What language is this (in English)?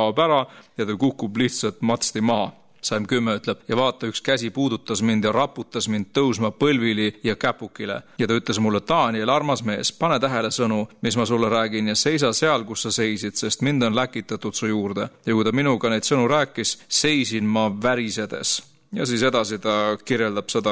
Estonian